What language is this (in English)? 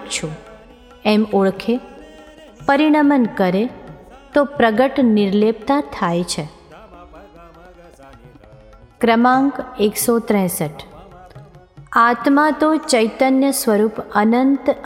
Gujarati